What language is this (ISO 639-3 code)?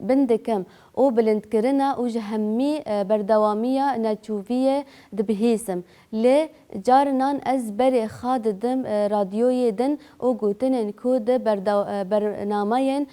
kur